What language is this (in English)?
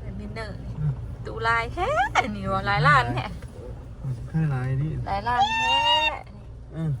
Northeastern Thai